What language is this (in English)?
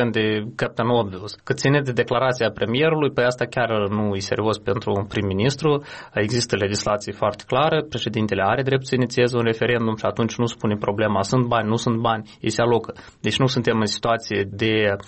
Romanian